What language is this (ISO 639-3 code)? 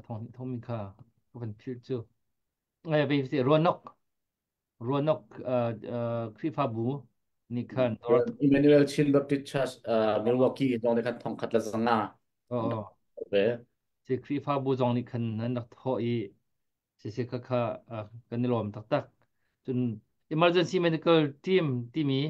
cnh